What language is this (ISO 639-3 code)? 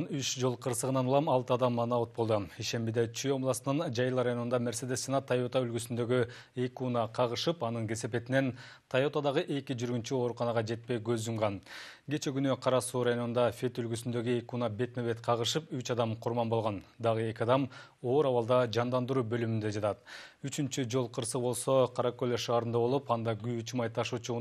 kir